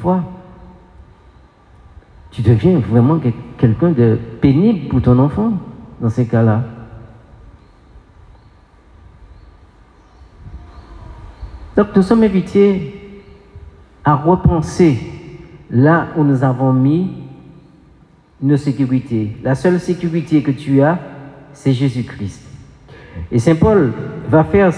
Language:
French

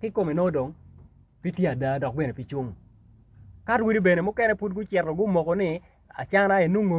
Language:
Acoli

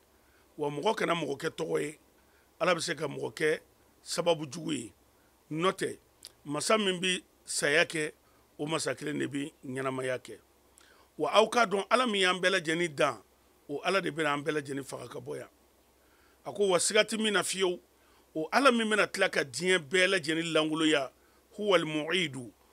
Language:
Mandingo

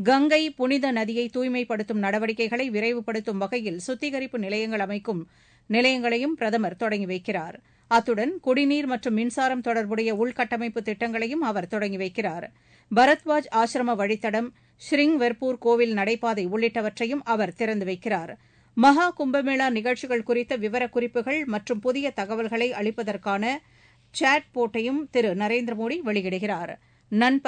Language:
Tamil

